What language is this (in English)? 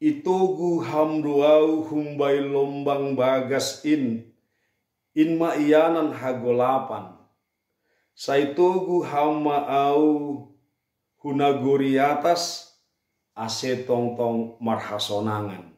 Batak Simalungun